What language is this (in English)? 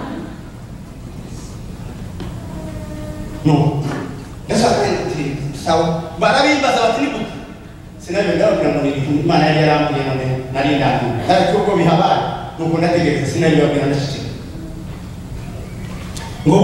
Kinyarwanda